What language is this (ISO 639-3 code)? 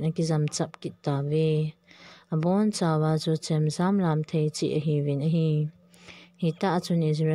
tcz